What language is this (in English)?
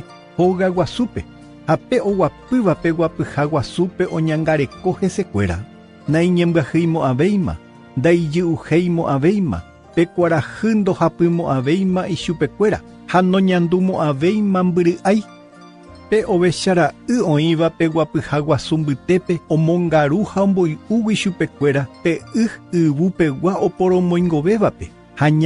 Guarani